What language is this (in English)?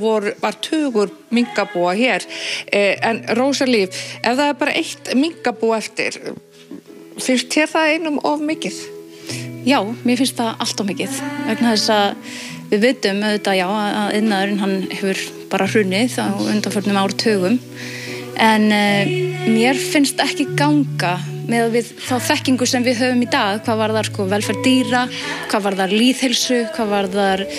Icelandic